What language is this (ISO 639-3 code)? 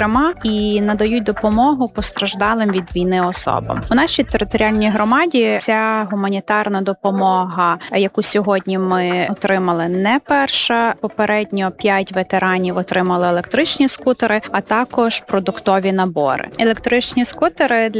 ukr